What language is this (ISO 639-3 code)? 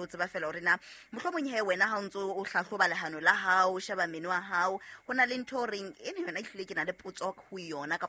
sot